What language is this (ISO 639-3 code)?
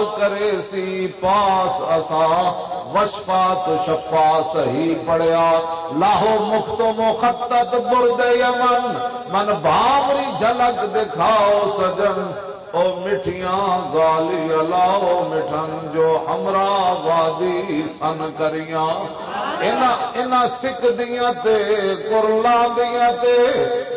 lah